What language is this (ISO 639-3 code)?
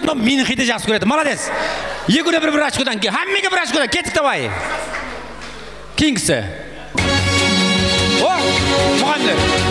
kaa